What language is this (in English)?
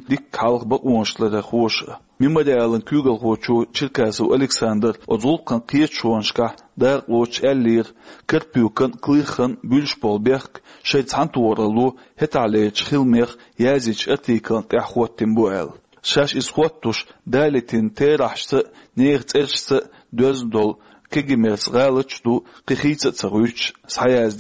Chechen